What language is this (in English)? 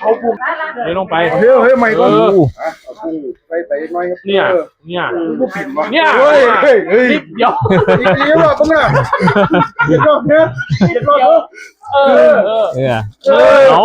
Northeastern Thai